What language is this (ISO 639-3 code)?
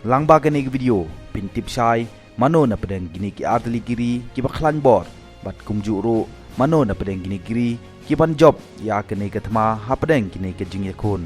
kha